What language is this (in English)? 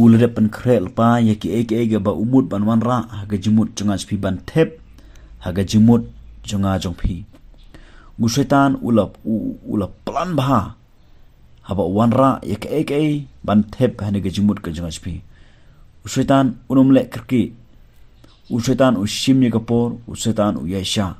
Khasi